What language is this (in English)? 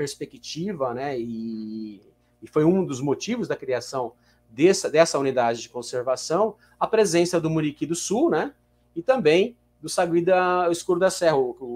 Portuguese